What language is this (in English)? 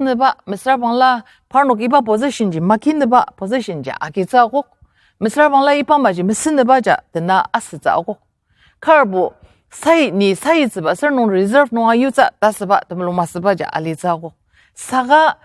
Ao Naga